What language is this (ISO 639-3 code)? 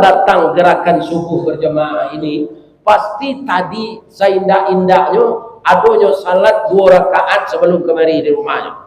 min